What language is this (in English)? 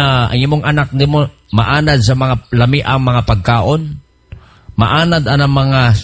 Cebuano